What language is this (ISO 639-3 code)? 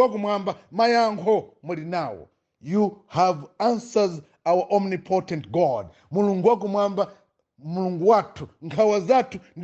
nya